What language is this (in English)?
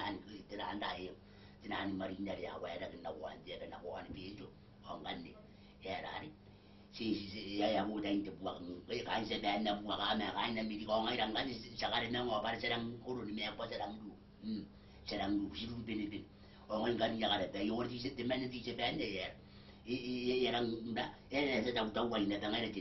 Gilbertese